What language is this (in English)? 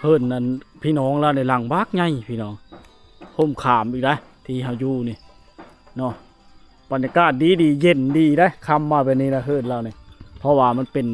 Lao